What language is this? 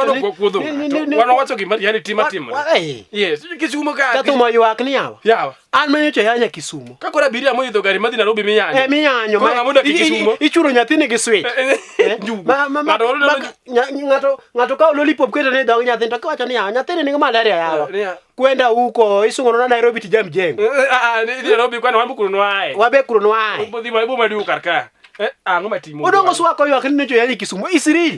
Luo (Kenya and Tanzania)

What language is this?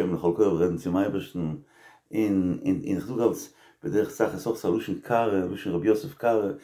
Yiddish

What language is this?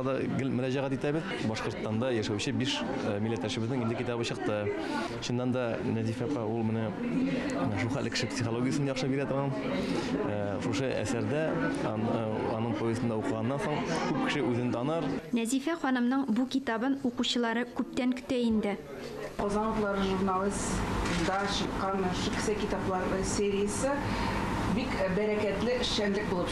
Tatar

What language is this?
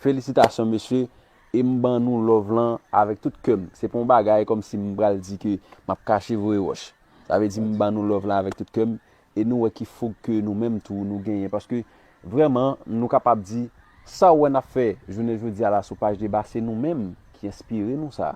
Haitian Creole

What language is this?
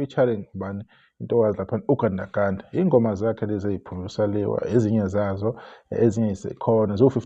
Zulu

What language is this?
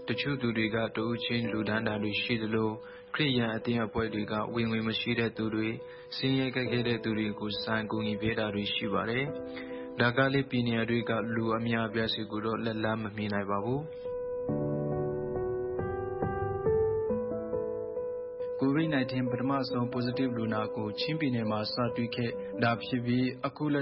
Burmese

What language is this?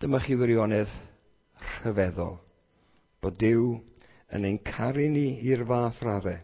Welsh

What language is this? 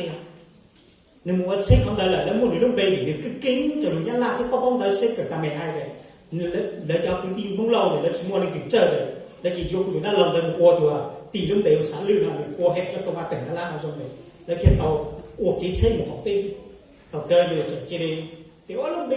Hmong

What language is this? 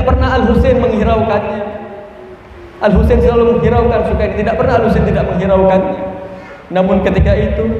Indonesian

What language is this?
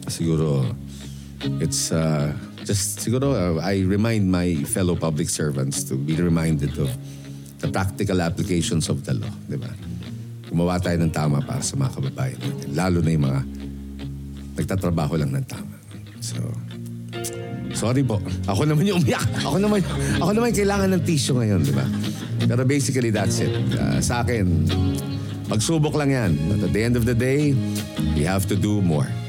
Filipino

